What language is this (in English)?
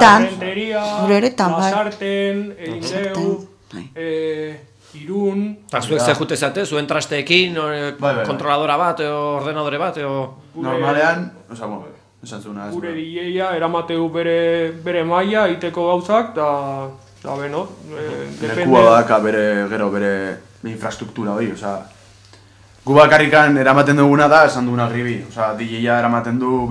Basque